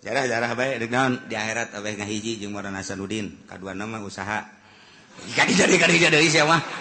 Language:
Sundanese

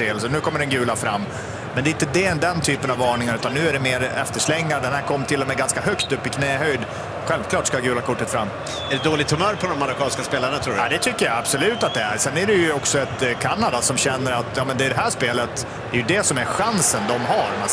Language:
Swedish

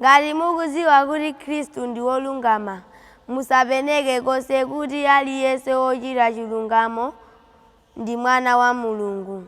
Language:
Nyanja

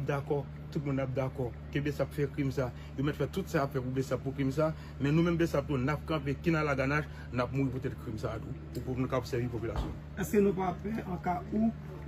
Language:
Haitian Creole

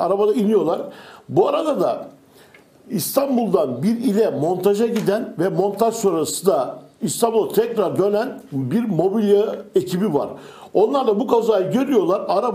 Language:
Turkish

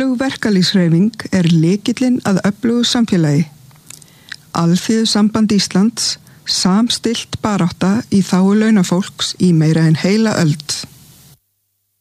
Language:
Icelandic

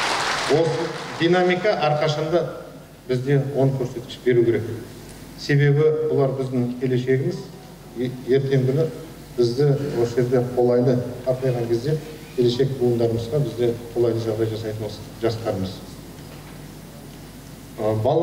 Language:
Kazakh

